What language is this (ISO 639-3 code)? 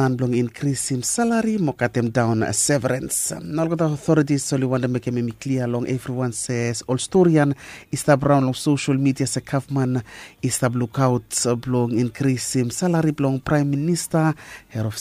bis